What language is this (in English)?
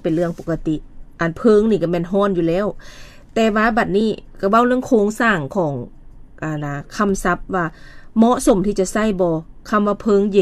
Lao